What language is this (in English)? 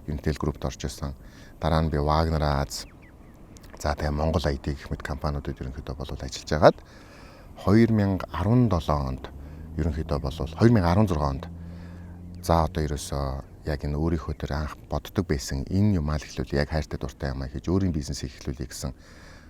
Mongolian